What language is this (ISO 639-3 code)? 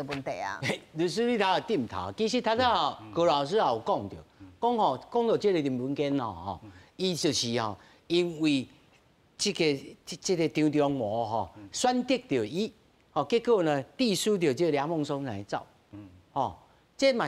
nan